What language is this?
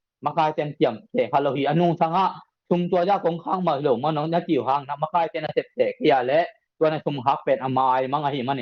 Tedim Chin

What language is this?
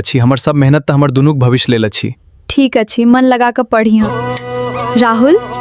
Maithili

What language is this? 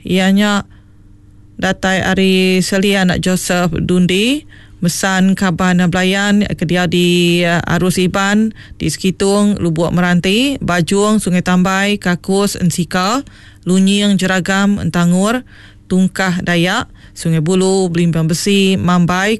Iban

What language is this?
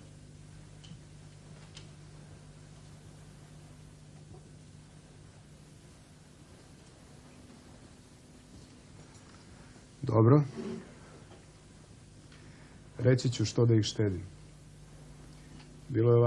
Serbian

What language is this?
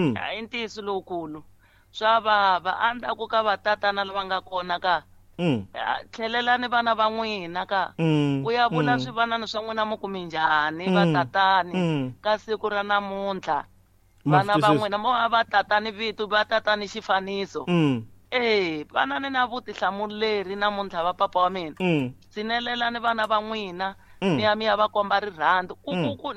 Tsonga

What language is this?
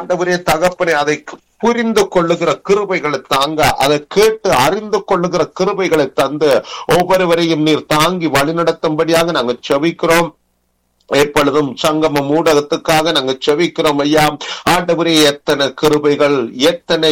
Tamil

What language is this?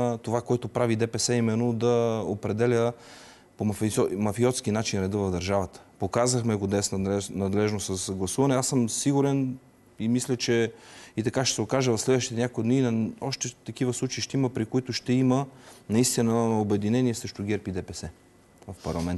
Bulgarian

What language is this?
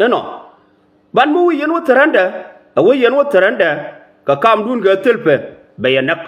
Nuer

